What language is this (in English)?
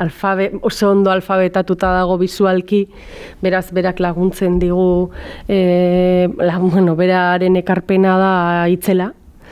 Basque